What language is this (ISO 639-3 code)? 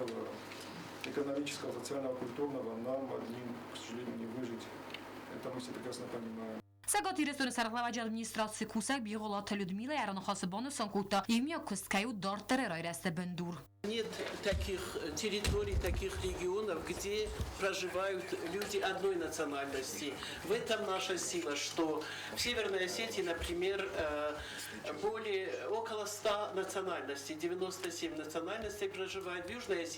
oss